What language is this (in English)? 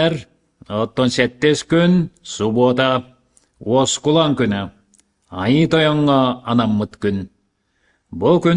Yakut